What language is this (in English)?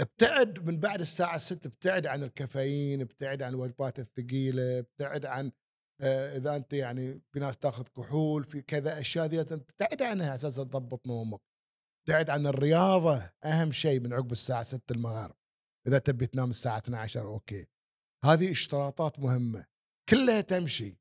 Gulf Arabic